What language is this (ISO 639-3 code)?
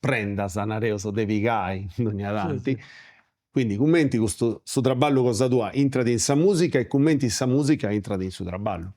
srd